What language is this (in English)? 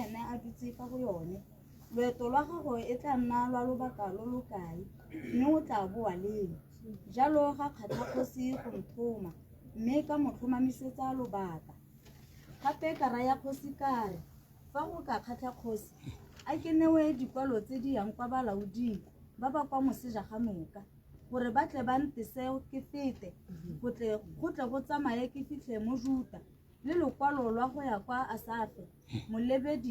Tswana